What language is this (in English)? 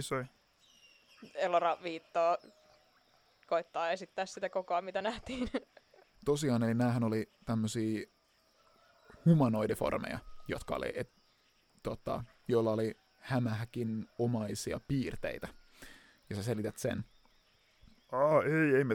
Finnish